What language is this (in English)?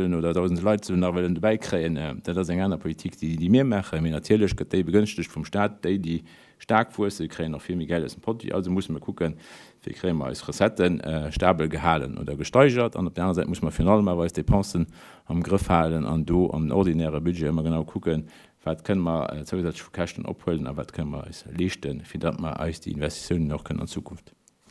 Luxembourgish